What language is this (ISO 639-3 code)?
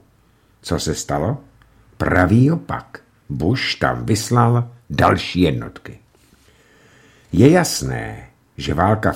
ces